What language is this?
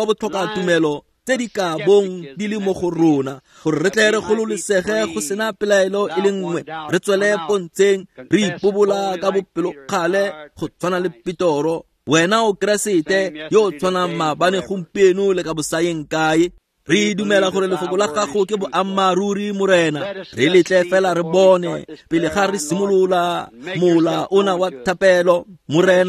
Tswana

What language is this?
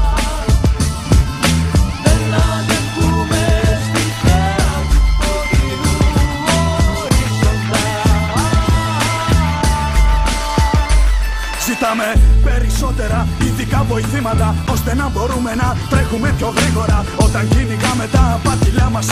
Greek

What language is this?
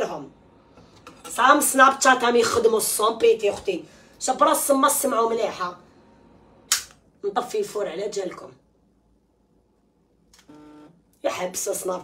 Algerian Arabic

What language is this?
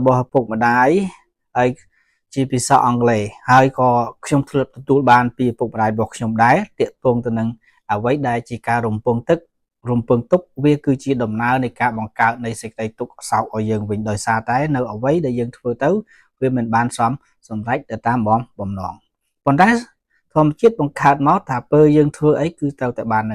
Khmer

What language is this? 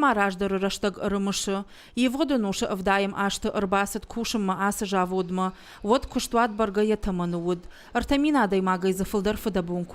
Ossetic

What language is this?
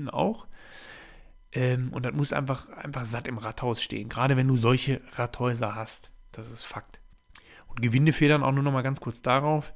German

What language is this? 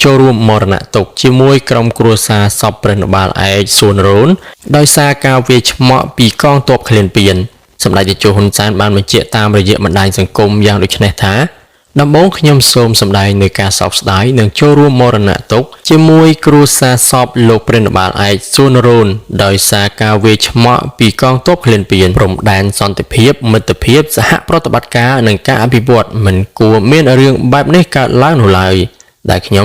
Khmer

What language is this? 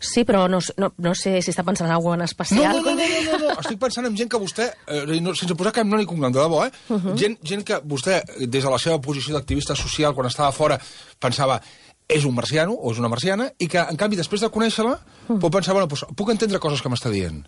Catalan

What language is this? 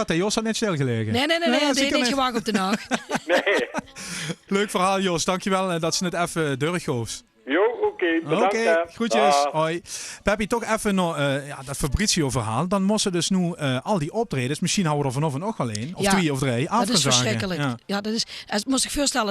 Limburgish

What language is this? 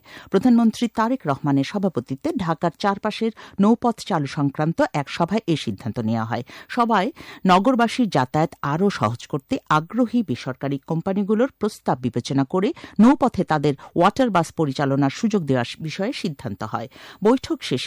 Bangla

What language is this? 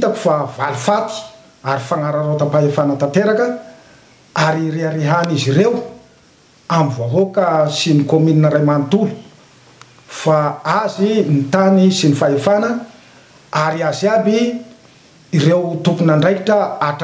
Malagasy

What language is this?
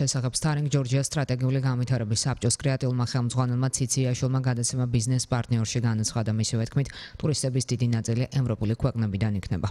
Georgian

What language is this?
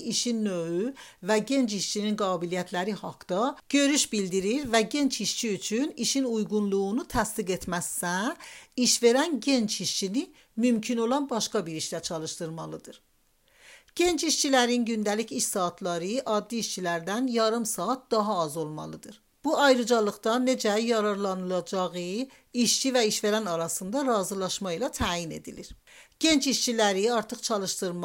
Azerbaijani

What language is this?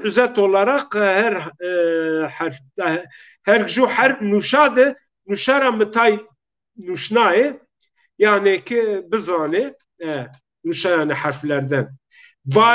Zaza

